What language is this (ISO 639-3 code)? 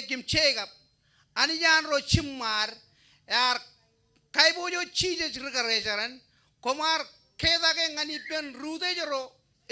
mah